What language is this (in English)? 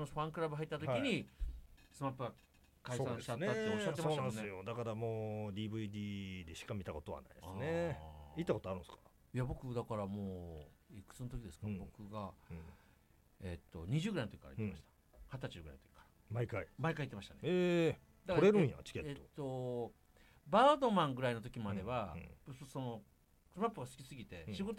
Japanese